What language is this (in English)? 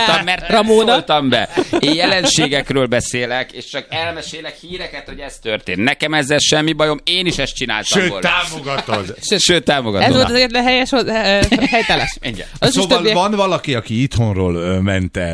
Hungarian